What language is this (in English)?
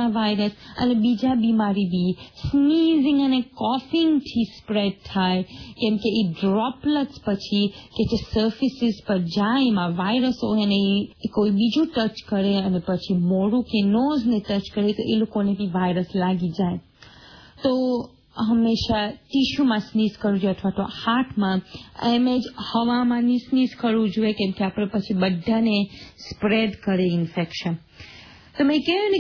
Gujarati